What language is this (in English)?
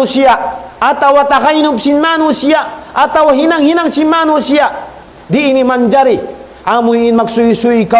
Tausug